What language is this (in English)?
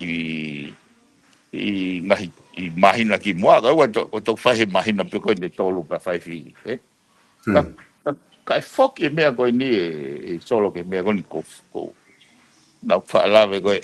Tongan